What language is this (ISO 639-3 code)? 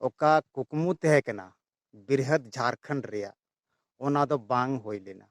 sat